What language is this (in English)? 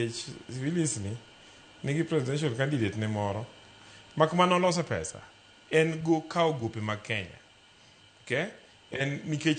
Luo (Kenya and Tanzania)